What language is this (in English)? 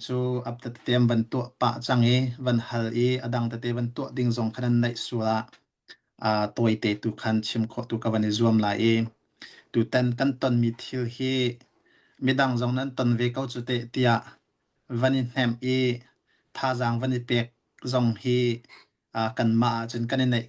Hakha Chin